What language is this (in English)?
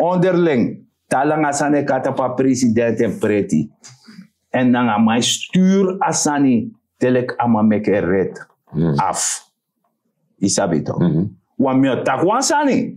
Sranan Tongo